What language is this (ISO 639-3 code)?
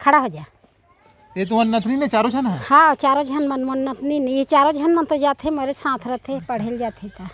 hne